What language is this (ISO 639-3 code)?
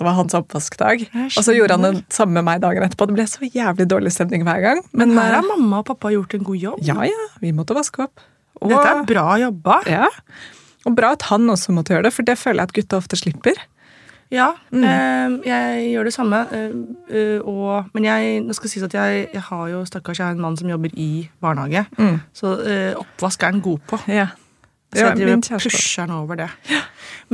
nor